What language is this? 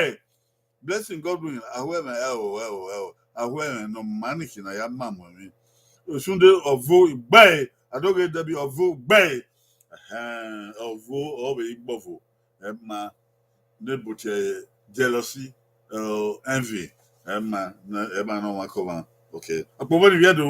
Bini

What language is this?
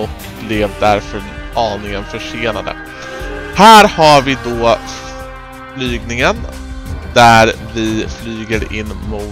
Swedish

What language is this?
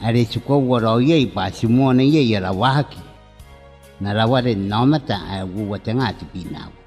Gilbertese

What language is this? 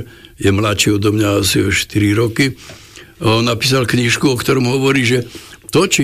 Slovak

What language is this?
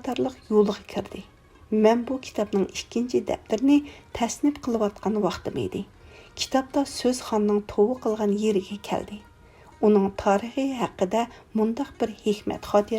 Uyghur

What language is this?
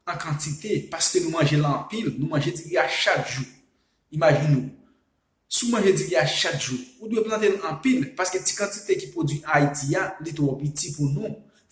Haitian Creole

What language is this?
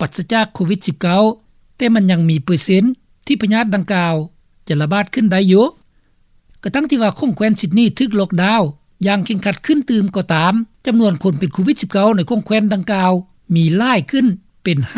Lao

